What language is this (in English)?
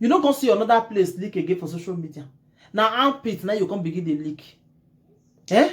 Nigerian Pidgin